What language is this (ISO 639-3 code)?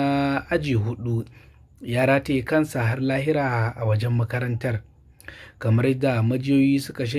hau